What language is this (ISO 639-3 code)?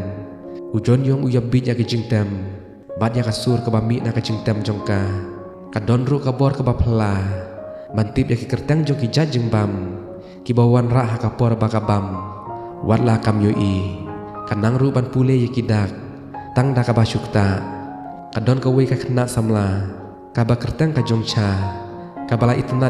kha